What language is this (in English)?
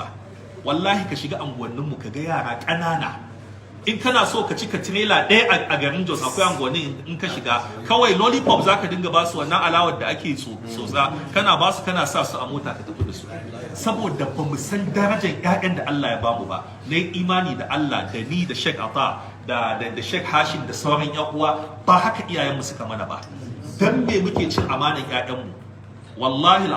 Hausa